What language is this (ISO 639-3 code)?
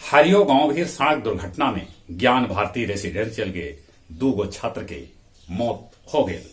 mag